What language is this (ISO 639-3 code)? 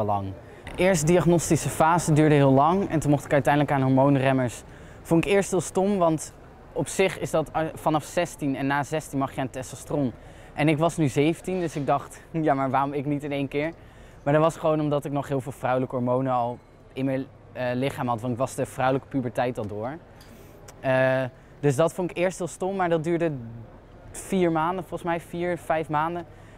nld